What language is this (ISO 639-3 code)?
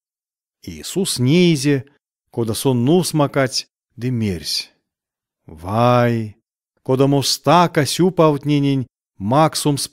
myv